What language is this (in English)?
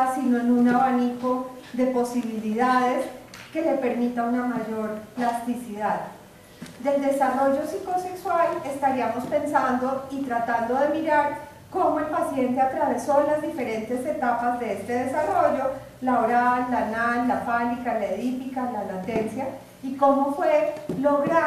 Spanish